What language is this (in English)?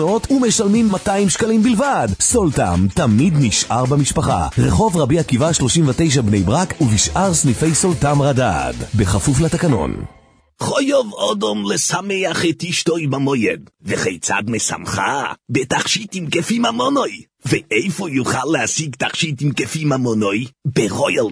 Hebrew